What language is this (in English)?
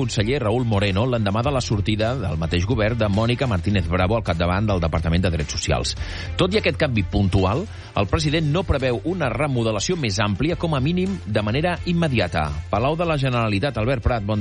Catalan